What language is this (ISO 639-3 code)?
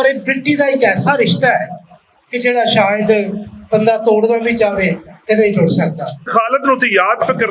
lah